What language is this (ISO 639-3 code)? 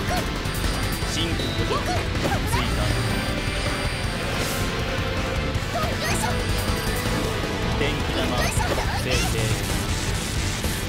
jpn